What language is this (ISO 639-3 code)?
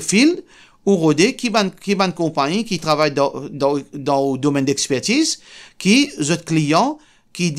mfe